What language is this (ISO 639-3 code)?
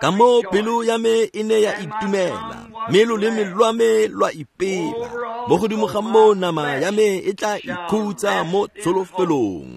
tsn